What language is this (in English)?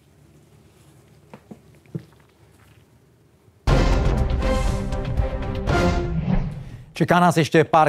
Czech